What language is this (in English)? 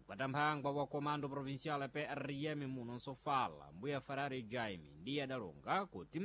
Sena